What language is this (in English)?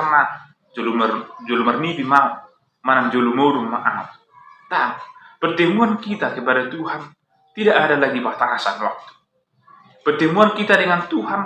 Batak Toba